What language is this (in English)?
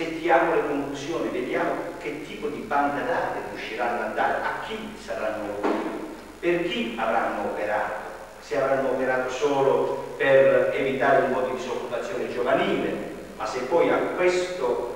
Italian